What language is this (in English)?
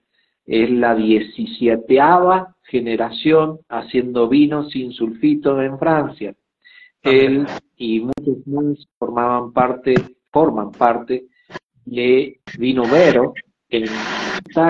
Spanish